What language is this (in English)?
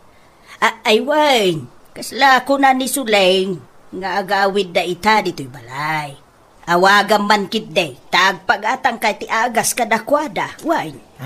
Iloko